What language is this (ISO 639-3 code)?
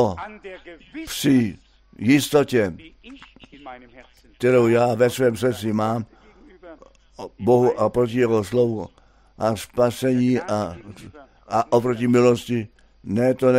ces